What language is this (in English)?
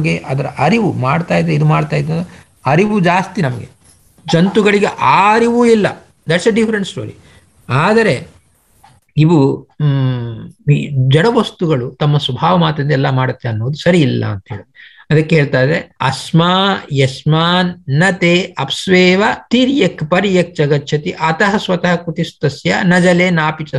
Kannada